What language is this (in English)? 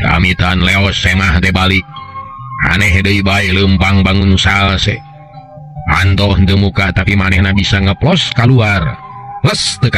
Sundanese